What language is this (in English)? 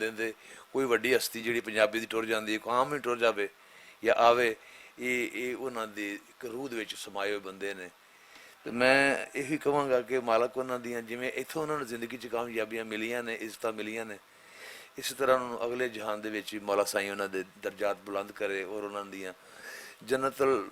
Western Panjabi